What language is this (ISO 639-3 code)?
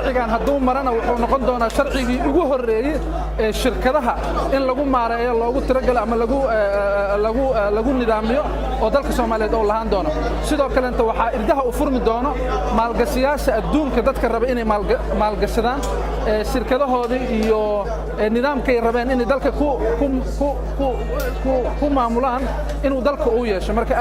som